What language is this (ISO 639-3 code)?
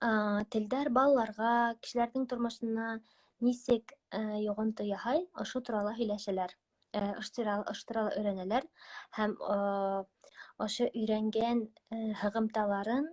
bak